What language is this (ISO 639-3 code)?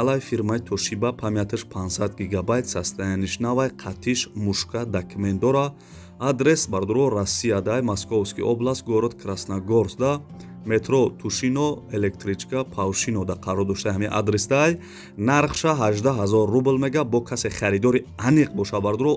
tgk